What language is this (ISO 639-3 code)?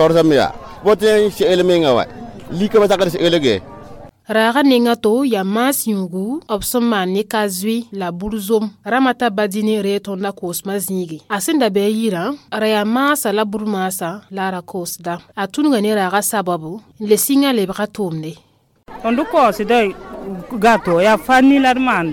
mos